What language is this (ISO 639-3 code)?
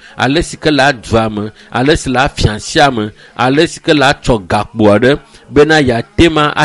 ewe